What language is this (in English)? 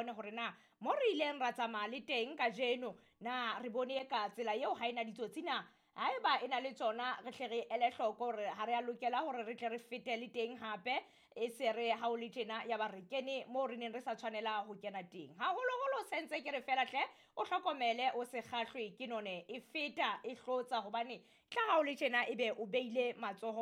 Southern Sotho